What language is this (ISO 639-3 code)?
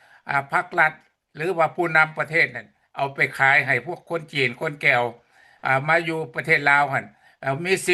lao